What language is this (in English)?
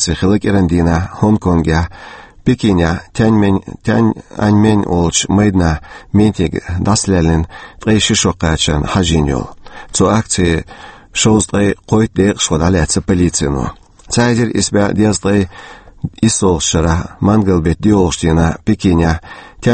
Chechen